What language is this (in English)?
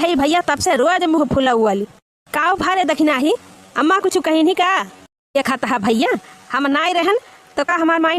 Awadhi